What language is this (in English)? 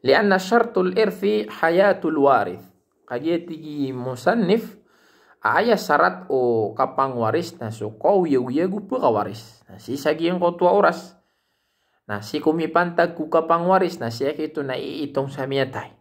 Maranao